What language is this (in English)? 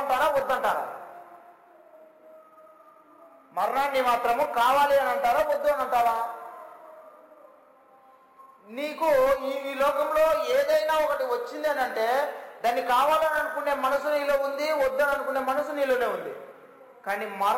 Telugu